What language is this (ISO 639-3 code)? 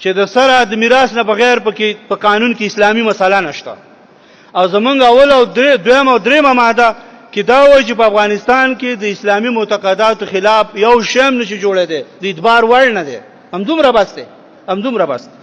pus